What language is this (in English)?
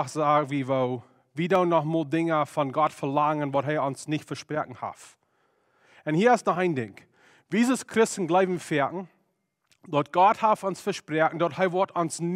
Plautdietsch